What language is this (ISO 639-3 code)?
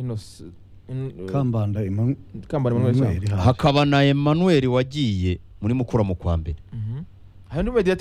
kin